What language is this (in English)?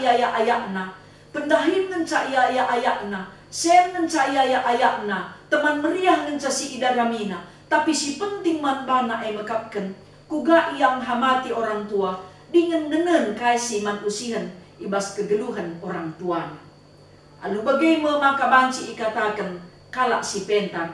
Batak Karo